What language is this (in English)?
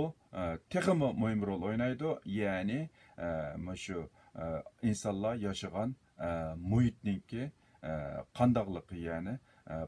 Uyghur